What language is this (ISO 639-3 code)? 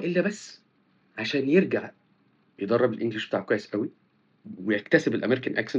arz